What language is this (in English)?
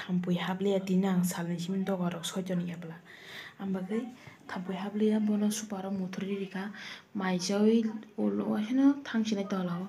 Kok Borok